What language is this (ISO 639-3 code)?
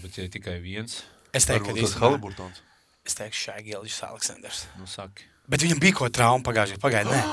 lav